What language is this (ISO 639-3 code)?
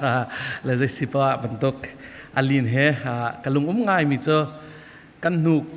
cfm